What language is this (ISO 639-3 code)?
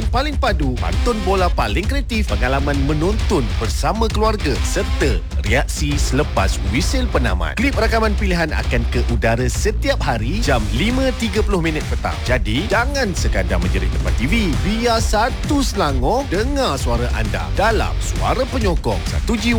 msa